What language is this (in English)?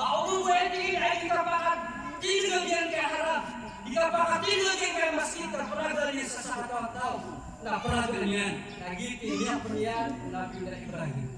Maranao